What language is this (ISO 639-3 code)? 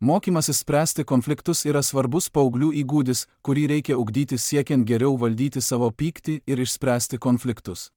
lit